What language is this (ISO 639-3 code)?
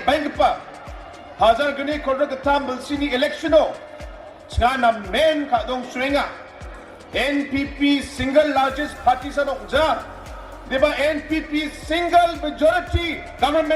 grt